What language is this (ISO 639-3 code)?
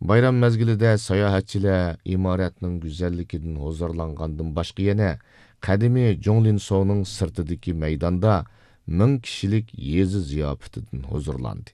uig